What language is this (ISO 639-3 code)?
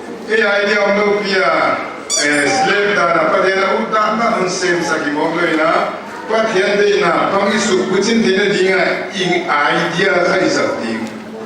pck